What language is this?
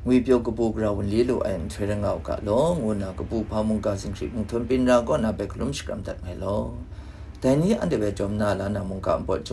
Kachin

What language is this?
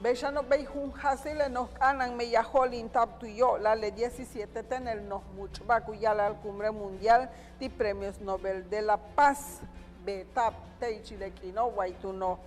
Yucateco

